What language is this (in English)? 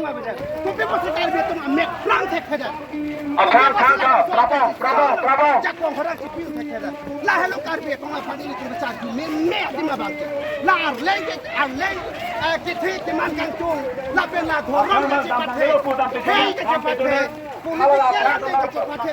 Karbi